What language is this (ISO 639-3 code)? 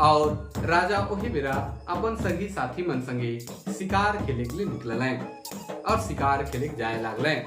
sck